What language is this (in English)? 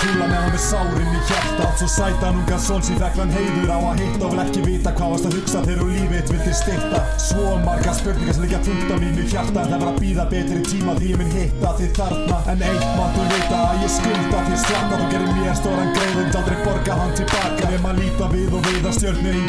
Icelandic